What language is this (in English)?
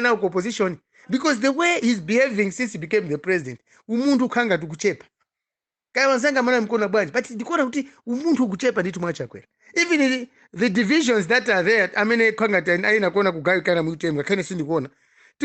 Nyanja